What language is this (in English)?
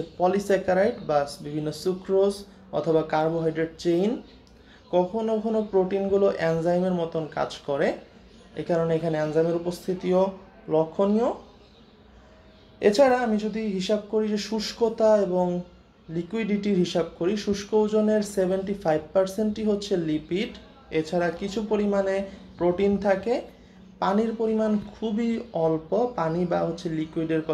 Bangla